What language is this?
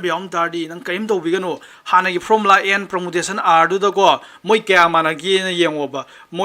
Manipuri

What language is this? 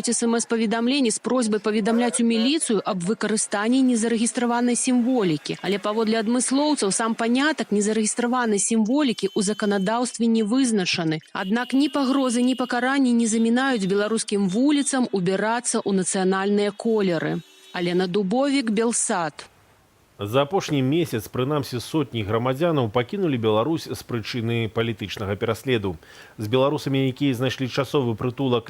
Belarusian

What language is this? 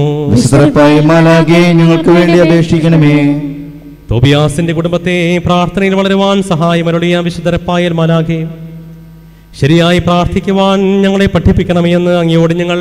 Malayalam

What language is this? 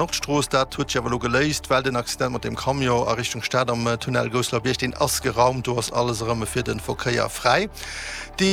Luxembourgish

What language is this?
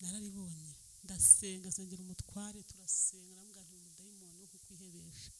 Kinyarwanda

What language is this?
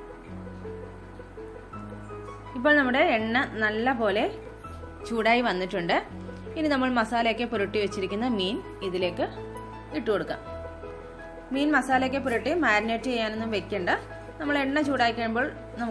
Malayalam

